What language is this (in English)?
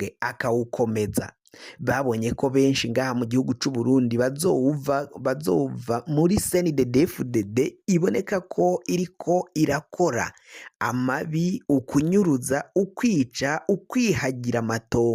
Rundi